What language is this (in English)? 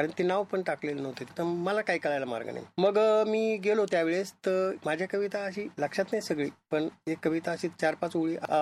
Marathi